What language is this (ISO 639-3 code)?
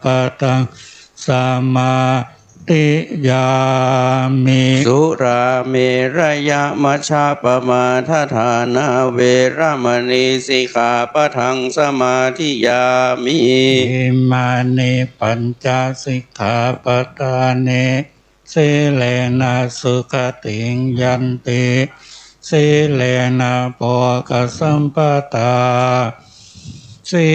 pli